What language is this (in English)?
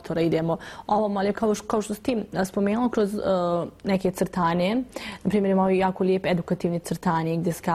Bosnian